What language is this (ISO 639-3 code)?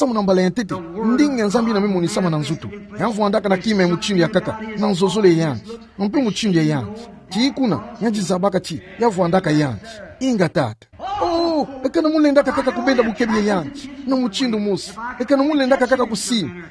ktu